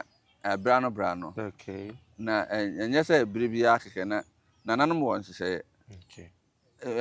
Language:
Akan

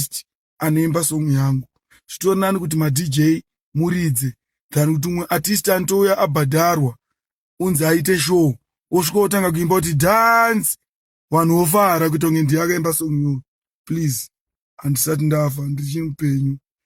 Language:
Shona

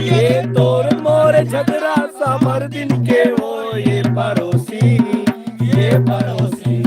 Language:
Chhattisgarhi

